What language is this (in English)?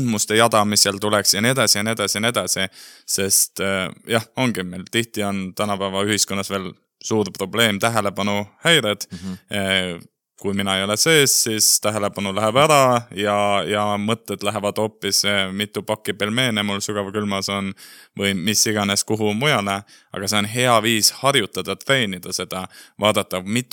Estonian